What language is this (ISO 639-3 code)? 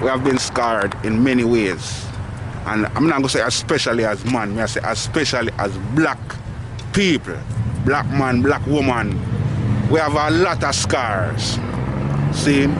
jam